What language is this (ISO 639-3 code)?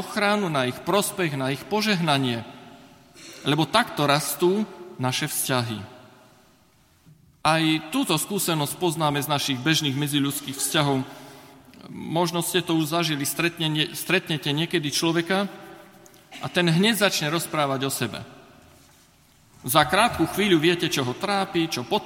slk